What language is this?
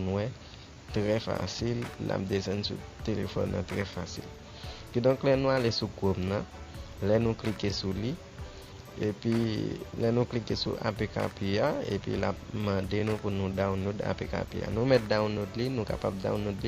Haitian Creole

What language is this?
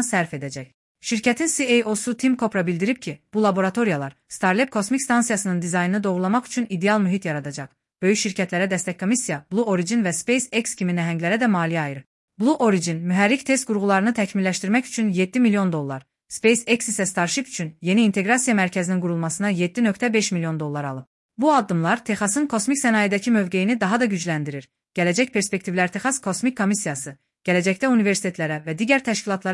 Azerbaijani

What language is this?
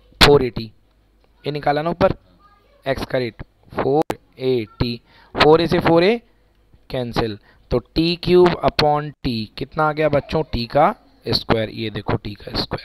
Hindi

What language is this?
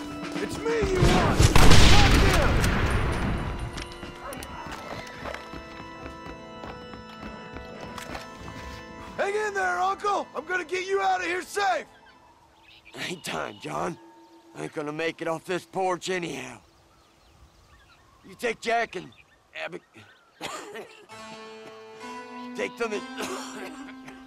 English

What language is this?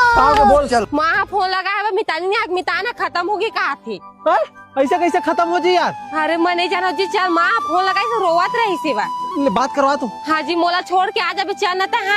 Chhattisgarhi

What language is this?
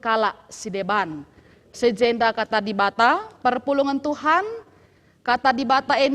Batak Karo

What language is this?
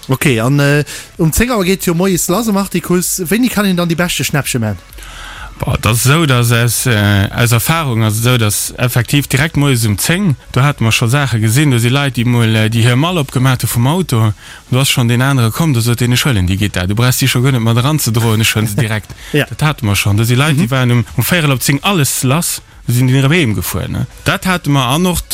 Luxembourgish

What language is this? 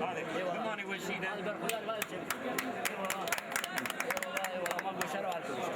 Zaza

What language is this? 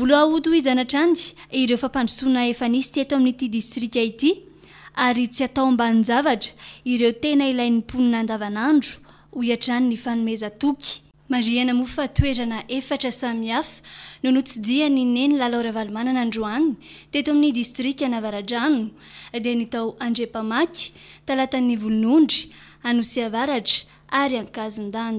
Malagasy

